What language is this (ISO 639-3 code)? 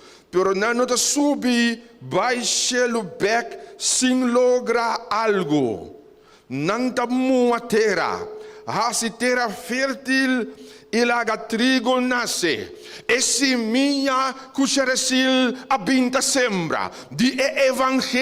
pap